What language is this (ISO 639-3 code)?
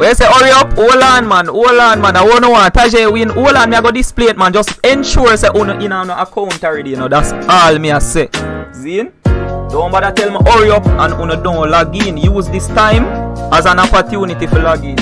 jam